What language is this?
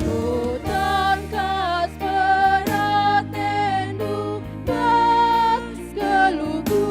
Batak Karo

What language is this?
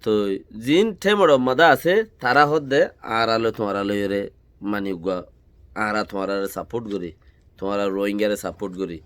Rohingya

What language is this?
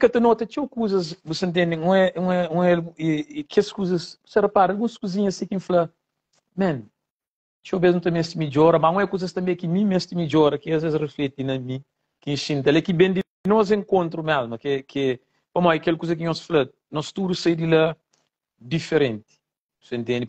Kabuverdianu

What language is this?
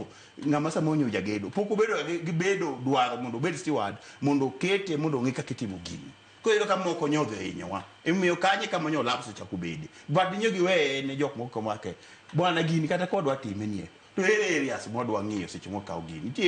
Luo (Kenya and Tanzania)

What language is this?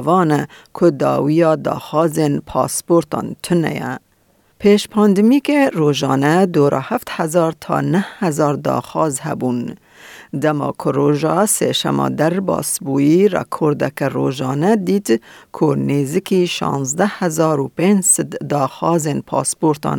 Kurdish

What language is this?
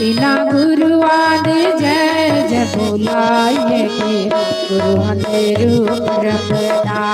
Dogri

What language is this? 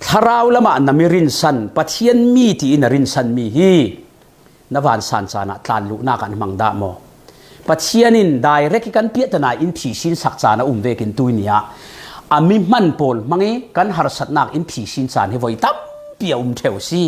Falam Chin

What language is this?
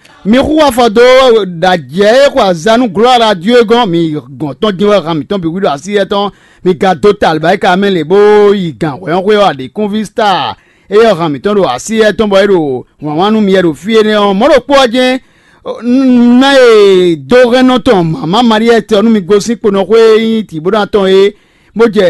Fon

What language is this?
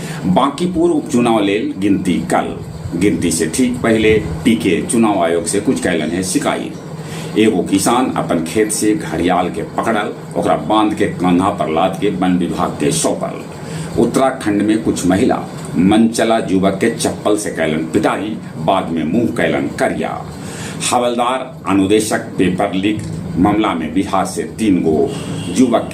Magahi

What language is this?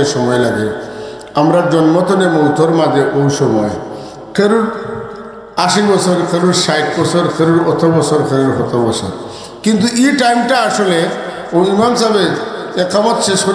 Sylheti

